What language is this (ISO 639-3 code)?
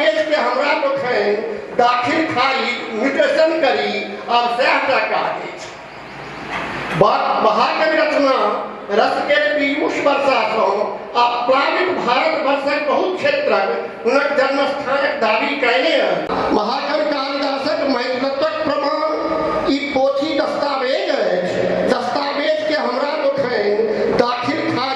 mai